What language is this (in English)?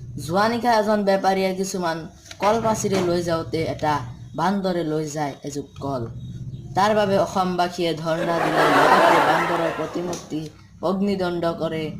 Assamese